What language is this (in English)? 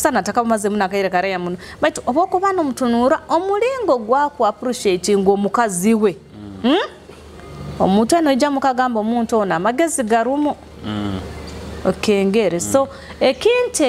Nyoro